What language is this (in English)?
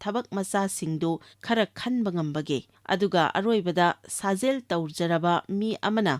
Manipuri